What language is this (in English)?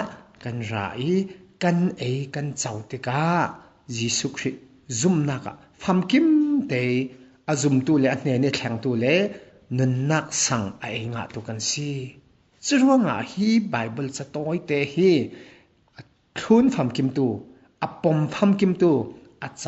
Falam Chin